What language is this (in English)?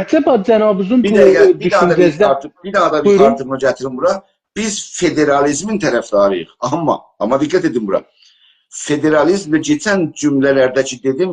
South Azerbaijani